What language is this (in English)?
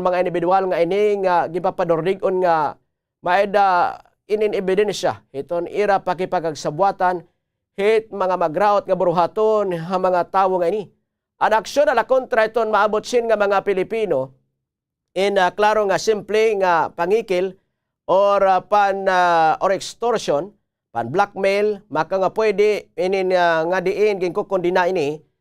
Waray